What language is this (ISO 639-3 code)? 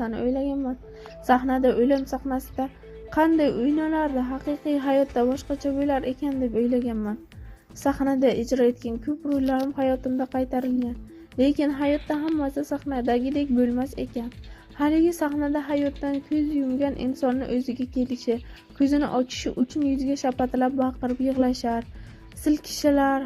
uzb